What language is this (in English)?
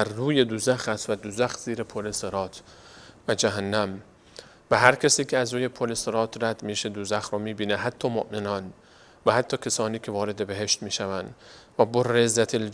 Persian